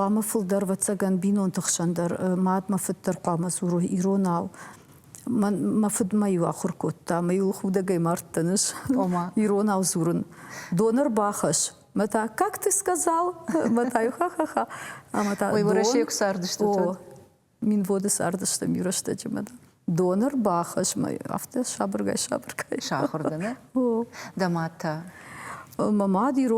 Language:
Ossetic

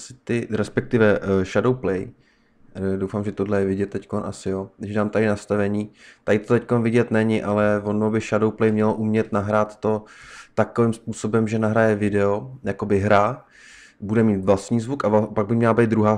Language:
Czech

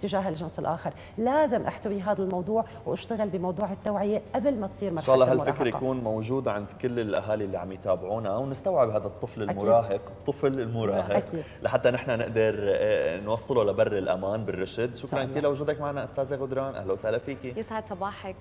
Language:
North Levantine Arabic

